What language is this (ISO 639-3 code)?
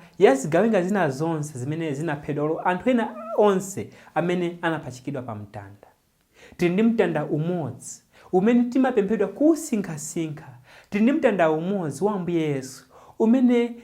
nya